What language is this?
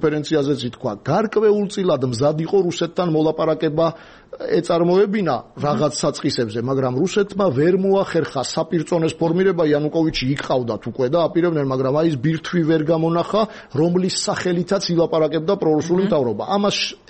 Georgian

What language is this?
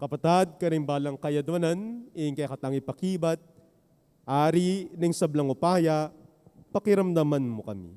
Pampanga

